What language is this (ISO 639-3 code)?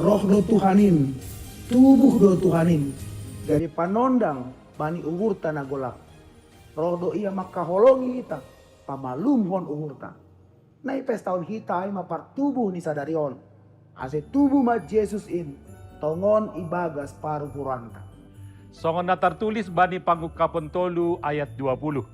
bts